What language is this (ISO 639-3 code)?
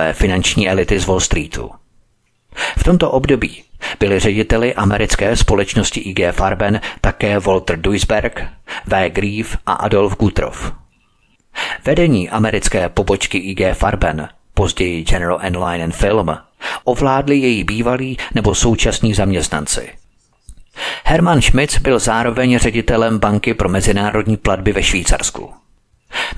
ces